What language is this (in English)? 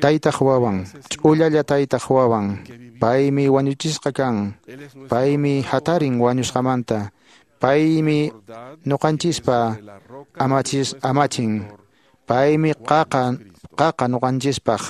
Quechua